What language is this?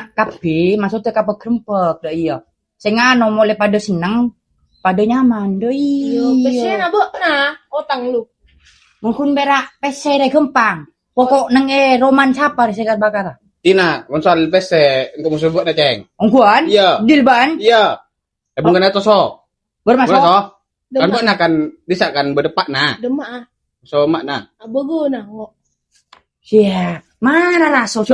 Madurese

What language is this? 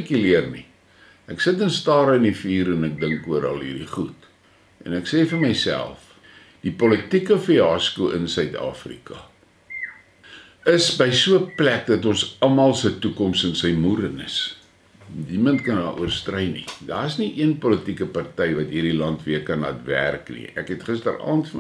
Afrikaans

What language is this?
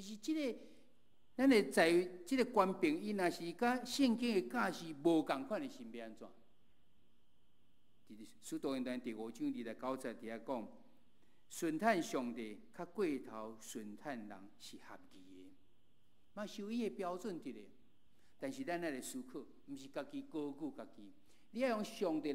Min Nan Chinese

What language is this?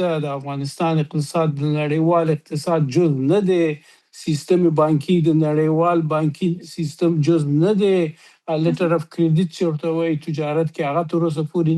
Pashto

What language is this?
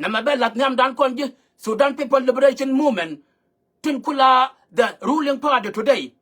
Nuer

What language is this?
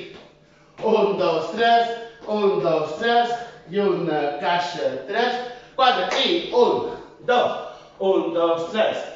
Catalan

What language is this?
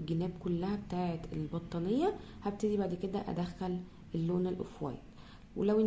Egyptian Arabic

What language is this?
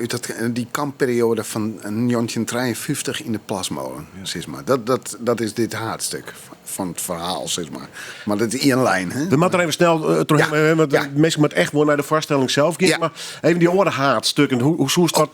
Western Frisian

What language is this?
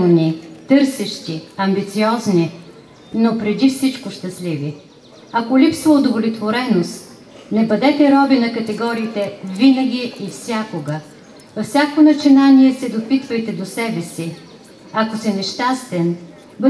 Bulgarian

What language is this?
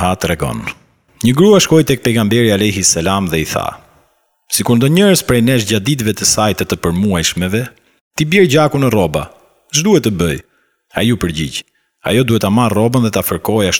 Albanian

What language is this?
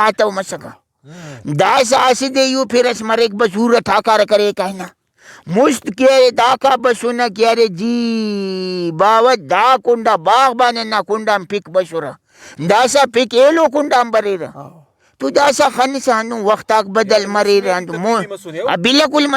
Brahui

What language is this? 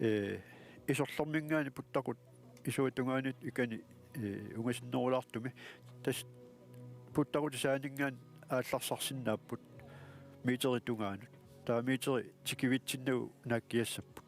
Kalaallisut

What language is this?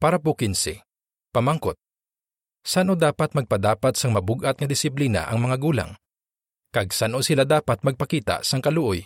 Hiligaynon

